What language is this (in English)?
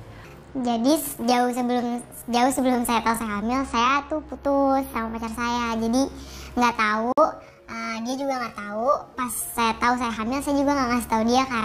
Indonesian